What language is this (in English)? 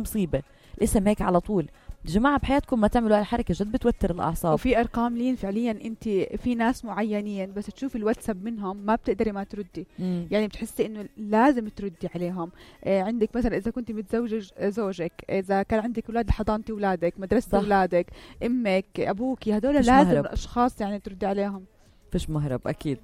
North Levantine Arabic